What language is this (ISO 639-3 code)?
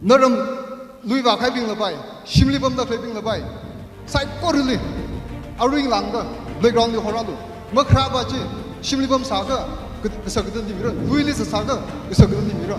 nmf